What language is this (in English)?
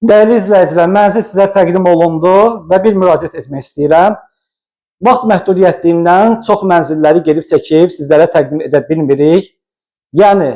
Azerbaijani